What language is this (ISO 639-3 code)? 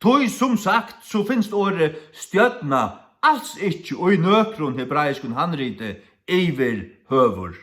fao